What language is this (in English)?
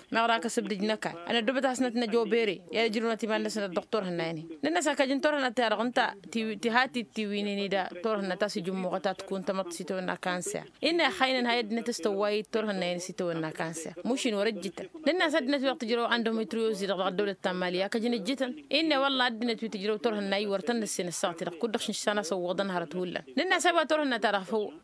Tamasheq